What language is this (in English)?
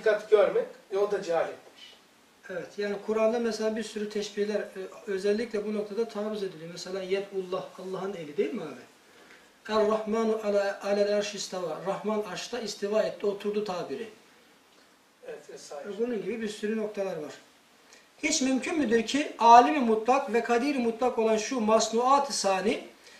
Turkish